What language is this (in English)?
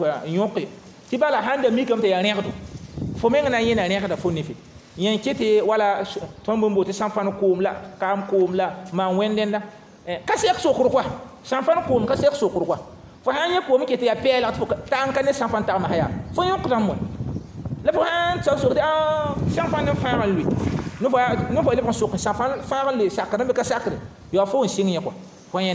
Mossi